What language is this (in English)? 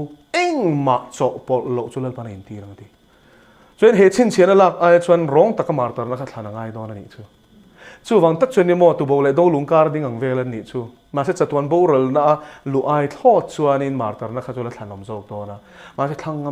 Mizo